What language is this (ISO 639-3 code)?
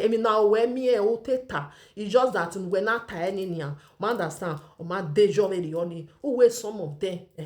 pcm